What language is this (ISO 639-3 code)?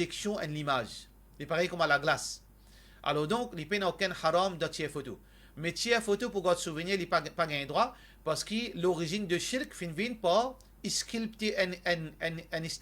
mfe